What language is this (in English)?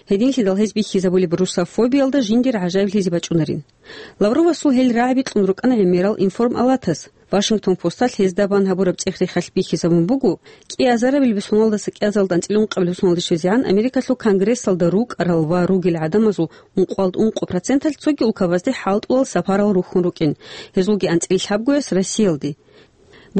Avaric